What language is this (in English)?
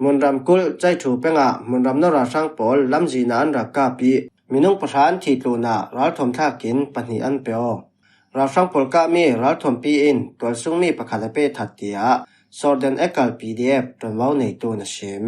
Falam Chin